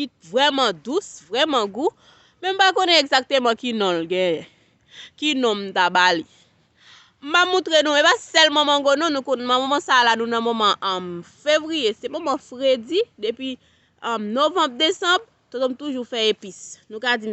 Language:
Haitian Creole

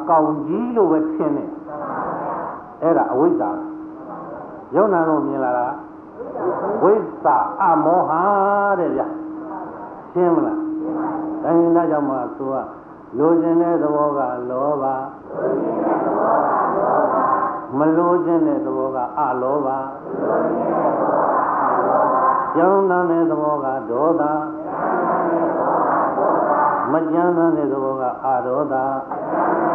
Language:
Burmese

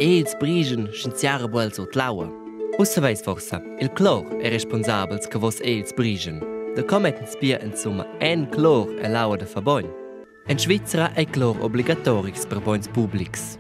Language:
Romansh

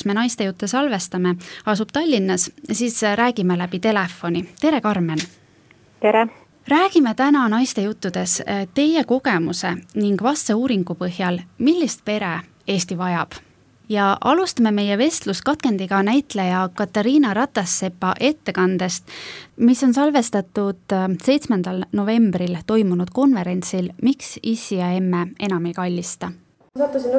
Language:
Estonian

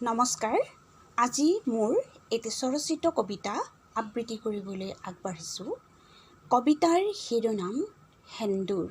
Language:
Assamese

